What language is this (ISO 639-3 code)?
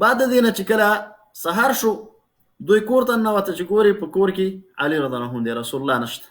pus